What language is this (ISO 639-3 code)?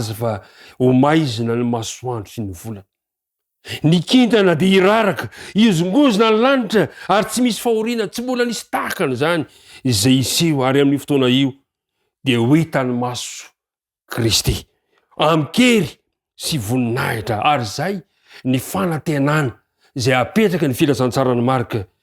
mlg